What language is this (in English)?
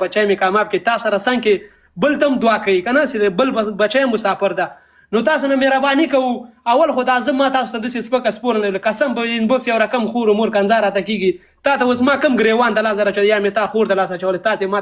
Pashto